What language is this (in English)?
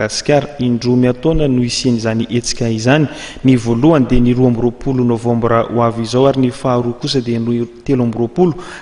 Malagasy